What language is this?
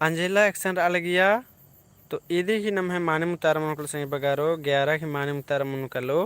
Kurukh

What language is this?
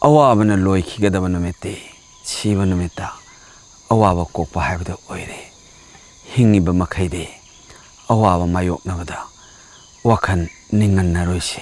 Manipuri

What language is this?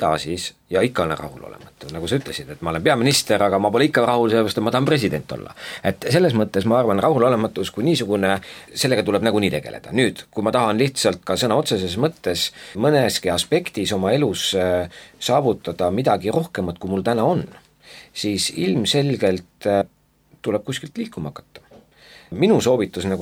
Estonian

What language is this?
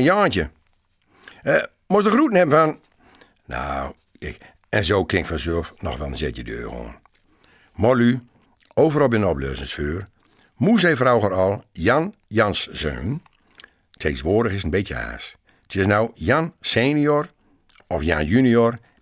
Gronings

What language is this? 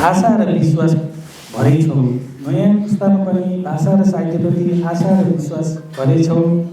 Nepali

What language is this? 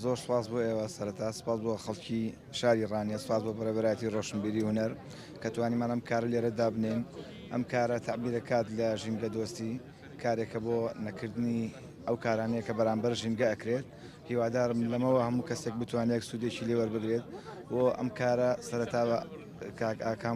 Central Kurdish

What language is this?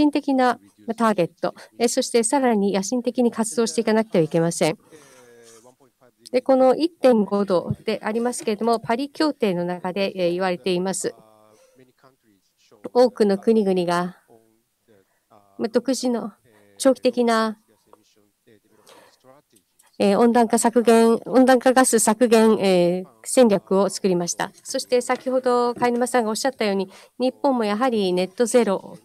Japanese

